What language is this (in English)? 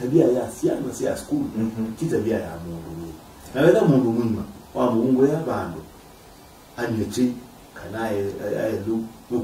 Kamba